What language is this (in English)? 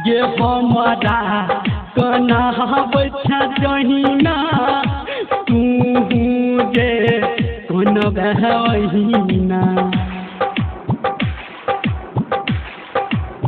Maithili